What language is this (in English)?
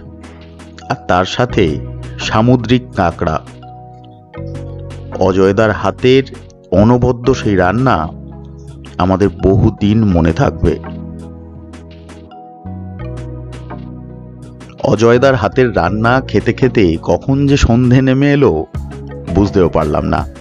Bangla